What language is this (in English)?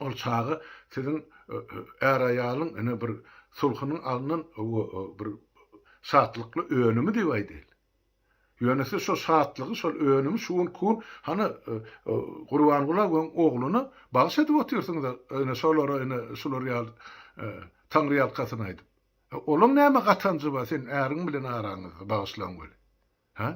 Turkmen